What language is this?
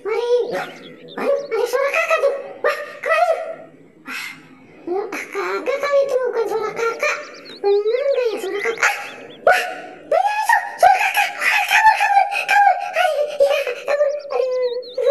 Betawi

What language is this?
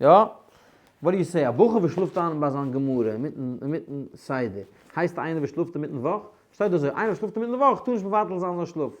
Yiddish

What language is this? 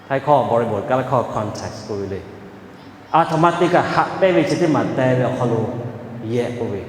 Lahu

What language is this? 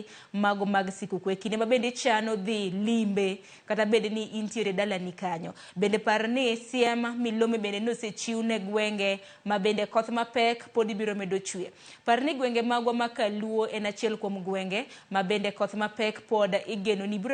Luo (Kenya and Tanzania)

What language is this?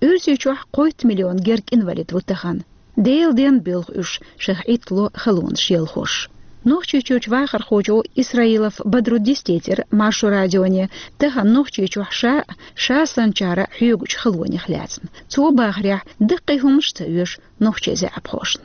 Chechen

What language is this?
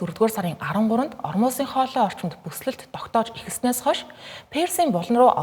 Mongolian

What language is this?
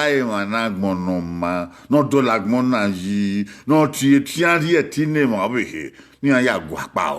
Bini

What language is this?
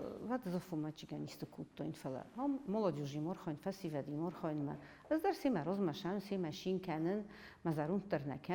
Ossetic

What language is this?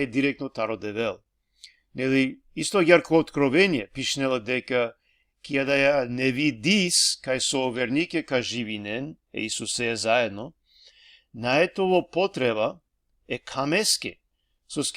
Balkan Romani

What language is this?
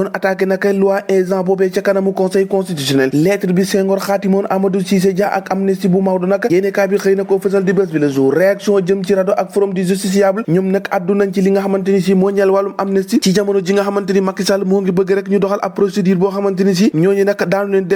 Wolof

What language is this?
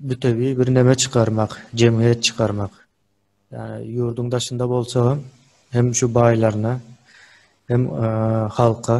Turkmen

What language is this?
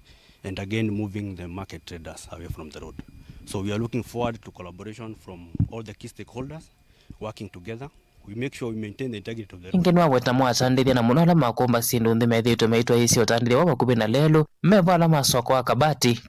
Kamba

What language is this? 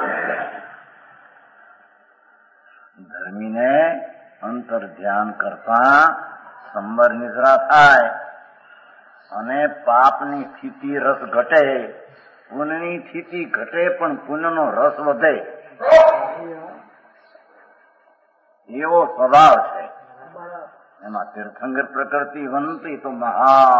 Gujarati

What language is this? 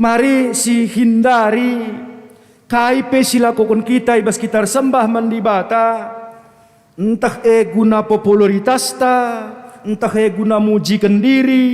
Batak Karo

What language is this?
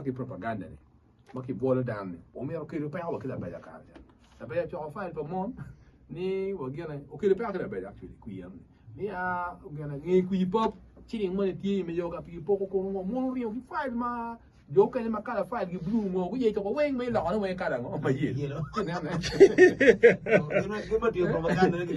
Acoli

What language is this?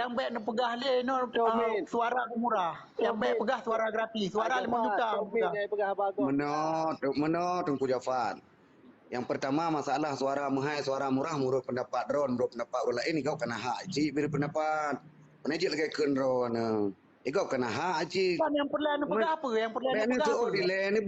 Achinese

